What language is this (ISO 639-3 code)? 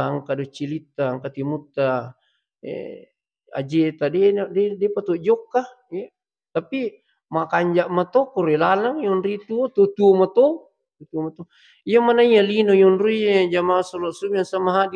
bug